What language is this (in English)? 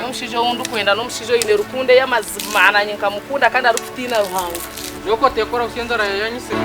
Nyankole